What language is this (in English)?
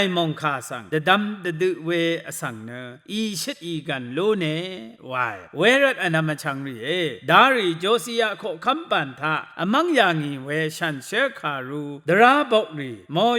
Rawang